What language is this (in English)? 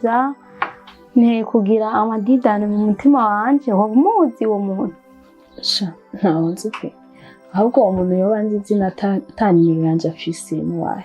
Rundi